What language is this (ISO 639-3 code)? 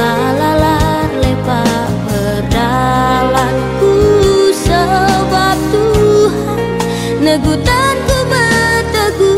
btx